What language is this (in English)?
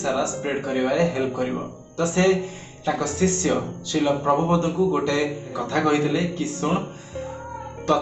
Odia